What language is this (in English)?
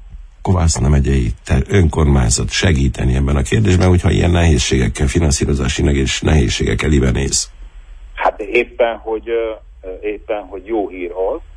Hungarian